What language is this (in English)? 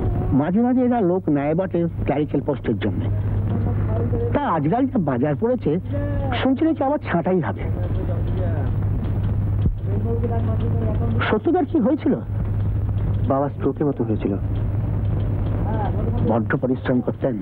Bangla